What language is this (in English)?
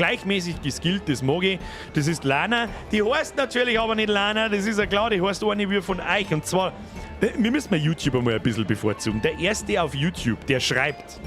Bavarian